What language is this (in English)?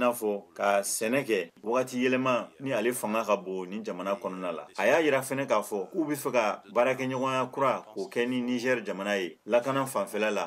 Bambara